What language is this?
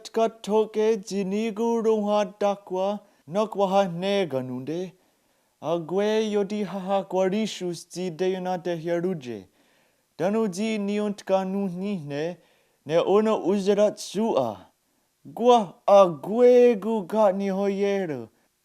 Mohawk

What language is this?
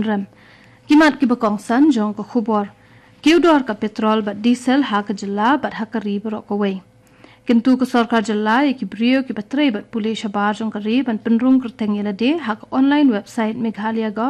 Khasi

